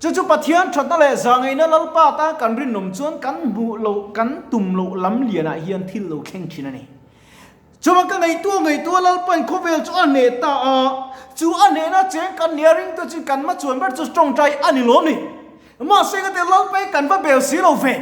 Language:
Mizo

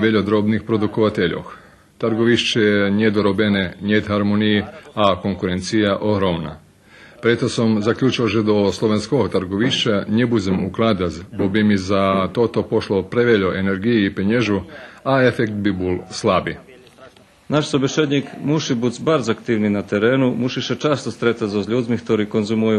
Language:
Rusyn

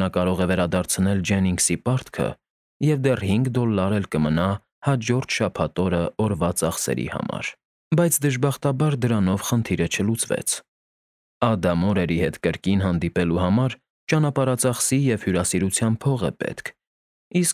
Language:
Armenian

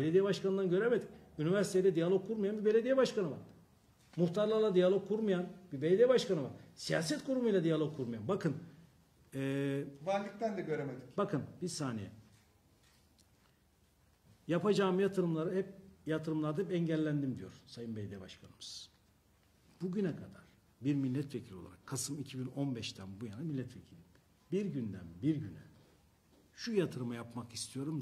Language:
Turkish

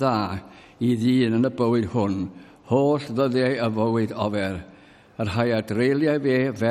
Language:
Welsh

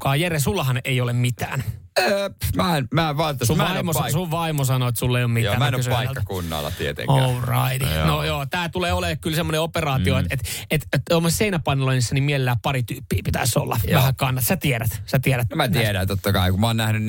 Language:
Finnish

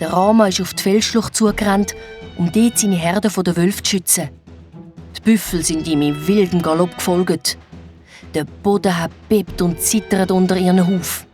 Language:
Swiss German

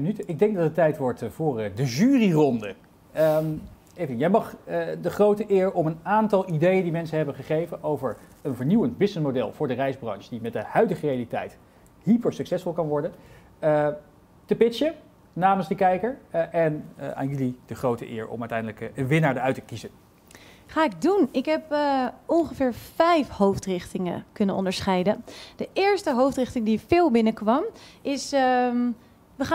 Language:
Dutch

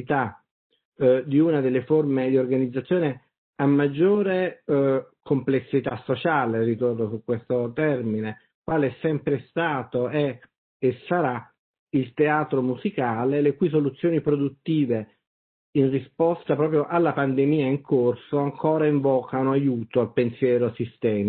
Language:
Italian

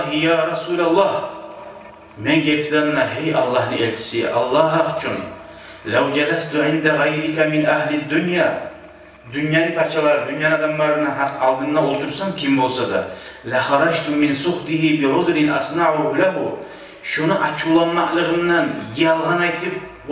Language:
Kumyk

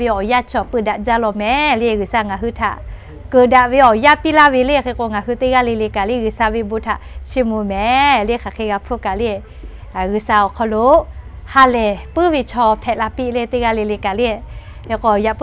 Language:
Lahu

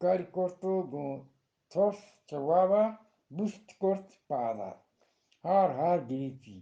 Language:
Eastern Balochi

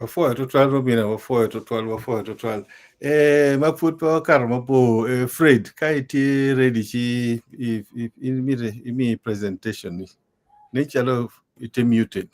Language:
Acoli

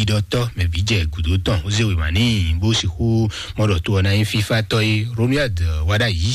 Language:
Fon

